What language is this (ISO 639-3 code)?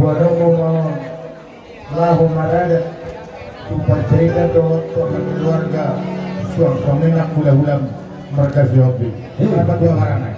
bbc